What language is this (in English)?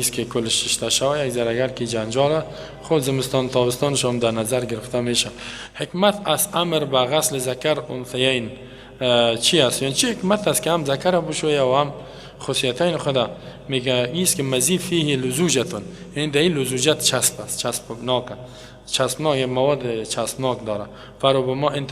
Persian